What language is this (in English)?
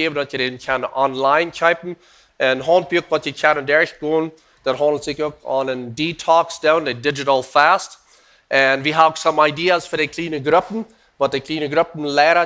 Plautdietsch